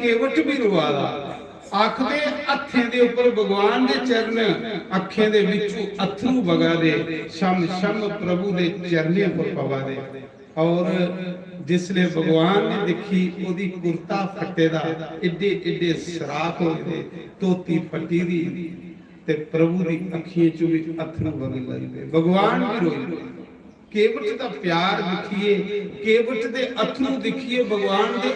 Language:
Dogri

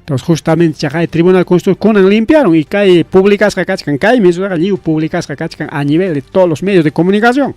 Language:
Ayacucho Quechua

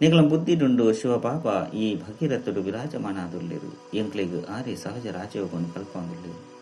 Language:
Tulu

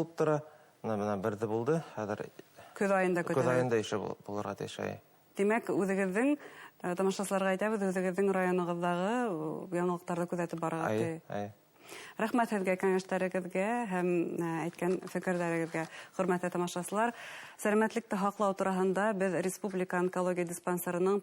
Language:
Bashkir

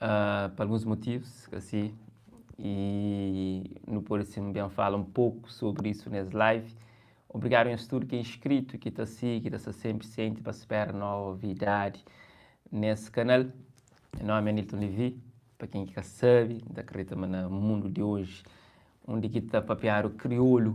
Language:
Kabuverdianu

